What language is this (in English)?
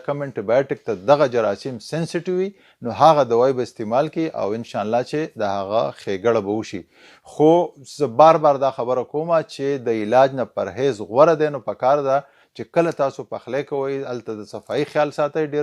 Pashto